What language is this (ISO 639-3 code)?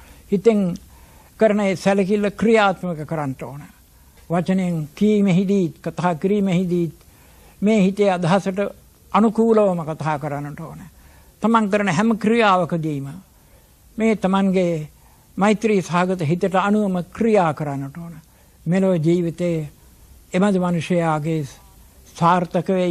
sin